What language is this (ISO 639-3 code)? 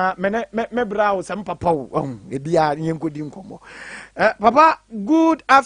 aka